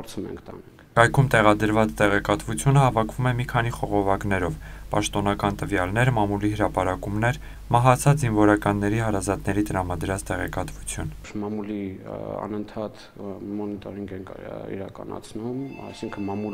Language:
Armenian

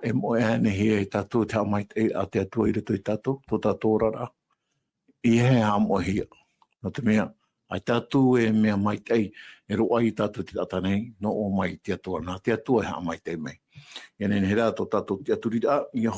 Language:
Tahitian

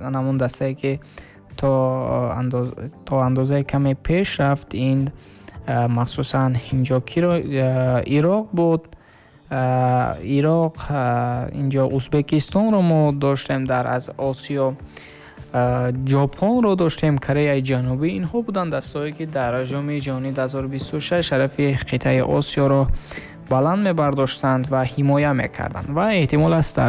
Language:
Tajik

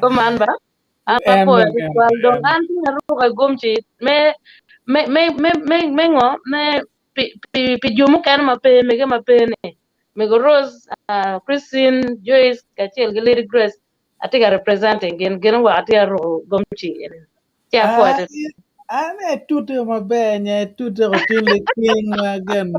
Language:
Acoli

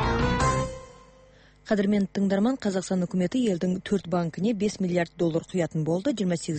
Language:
Kazakh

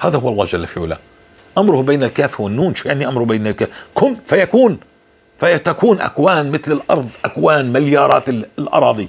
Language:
North Levantine Arabic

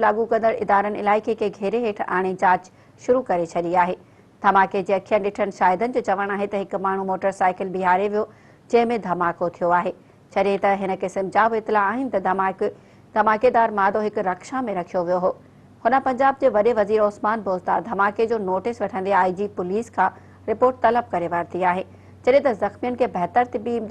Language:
Sindhi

